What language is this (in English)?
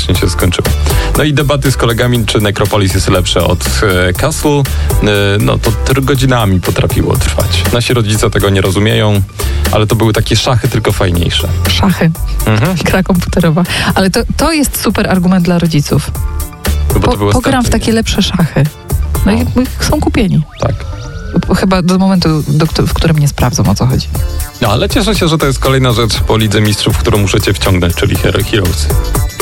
Polish